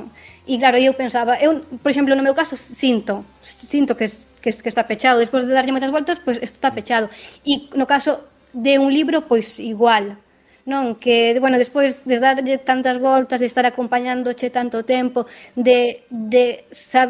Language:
Galician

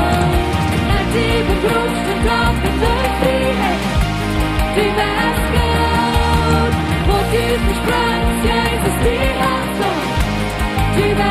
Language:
Plautdietsch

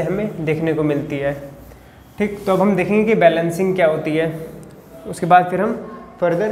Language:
Hindi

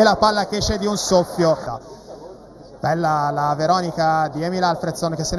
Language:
Italian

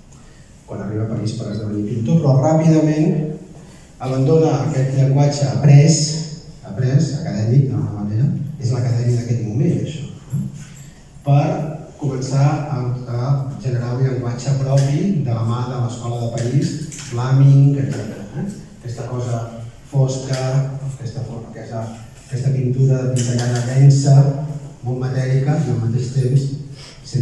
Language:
Catalan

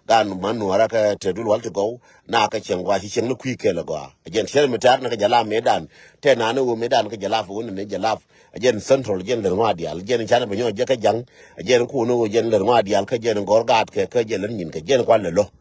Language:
Nuer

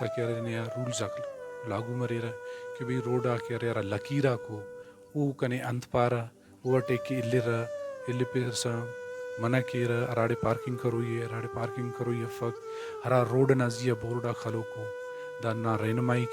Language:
Brahui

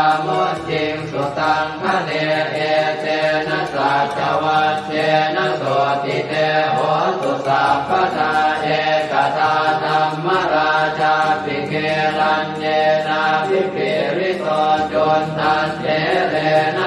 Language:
Pali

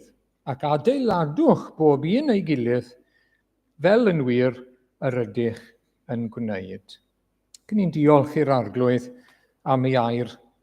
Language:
Welsh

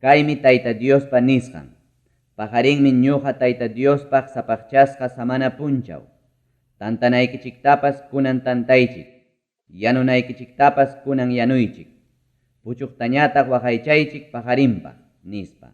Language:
Ayacucho Quechua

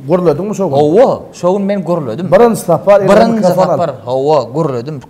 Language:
Turkmen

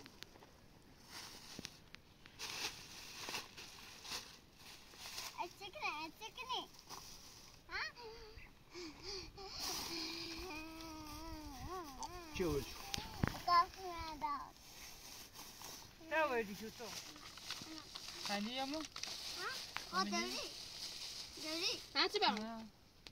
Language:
Persian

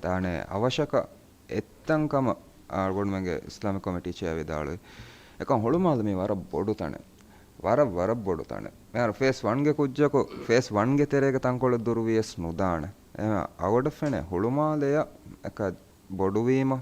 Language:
Divehi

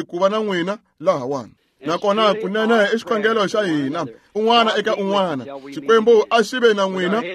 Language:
Tsonga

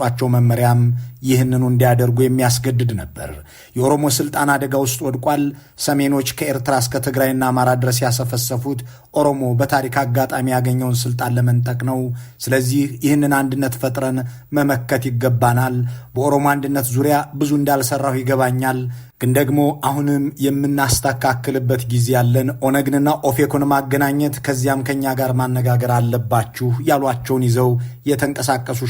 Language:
Amharic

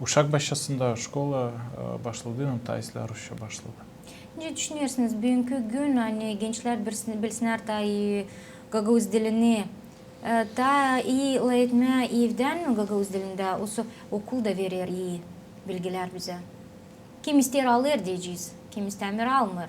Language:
Gagauz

